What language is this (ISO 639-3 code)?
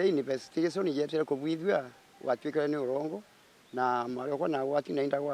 mer